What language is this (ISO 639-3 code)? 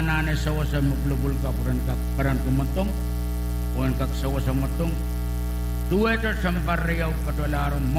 pon